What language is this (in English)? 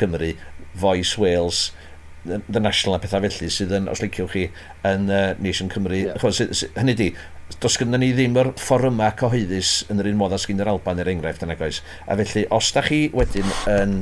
Welsh